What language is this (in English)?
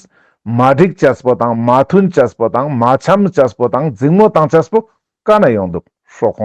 Ladakhi